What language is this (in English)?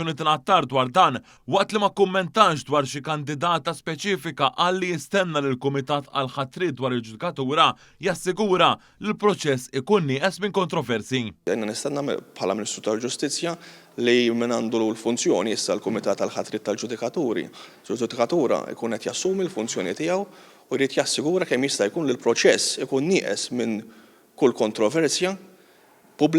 Maltese